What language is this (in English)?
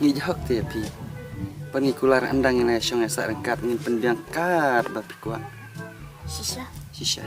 Khasi